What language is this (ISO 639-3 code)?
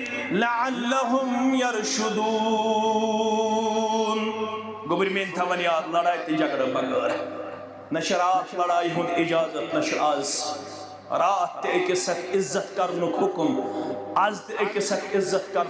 kas